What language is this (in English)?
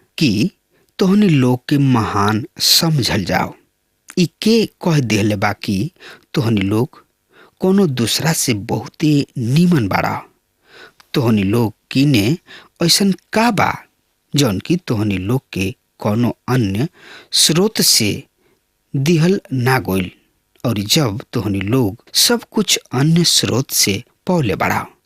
Bhojpuri